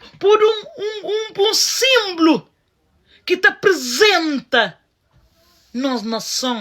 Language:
Kabuverdianu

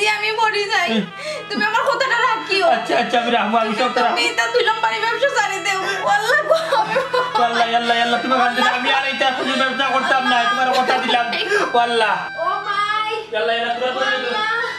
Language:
Sylheti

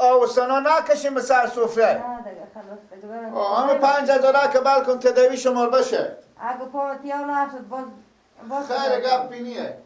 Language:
Persian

